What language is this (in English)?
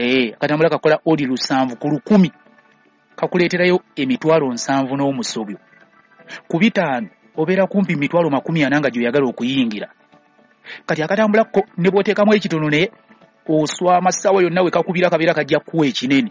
Ganda